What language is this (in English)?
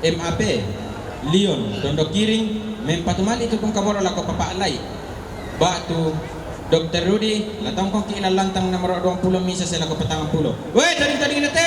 Toraja-Sa'dan